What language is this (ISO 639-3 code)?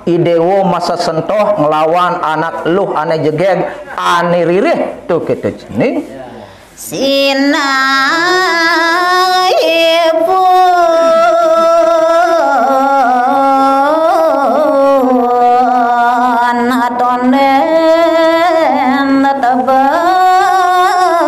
ban